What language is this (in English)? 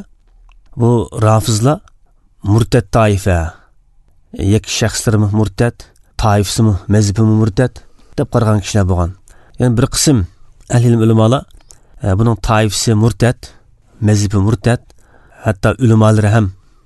Uzbek